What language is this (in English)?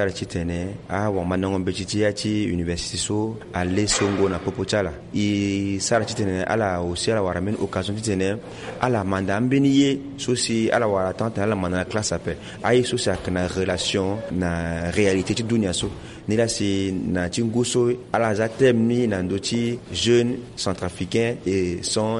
Sango